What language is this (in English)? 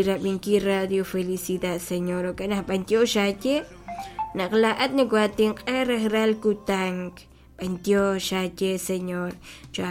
Kekchí